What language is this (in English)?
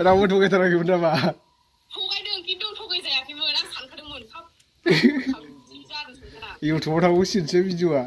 Bodo